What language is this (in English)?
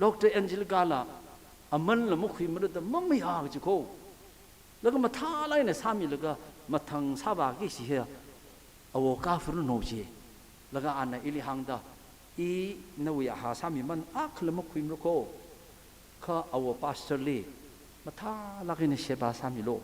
Tangkhul Naga (India)